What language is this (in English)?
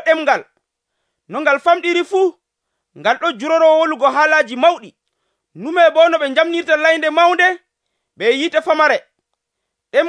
Nigerian Fulfulde